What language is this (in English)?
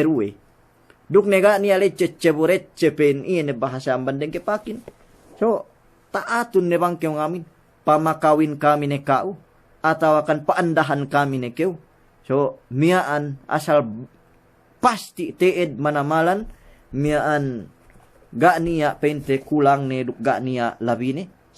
Yakan